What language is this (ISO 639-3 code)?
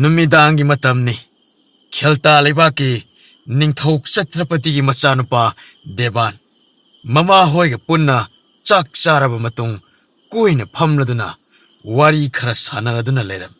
mni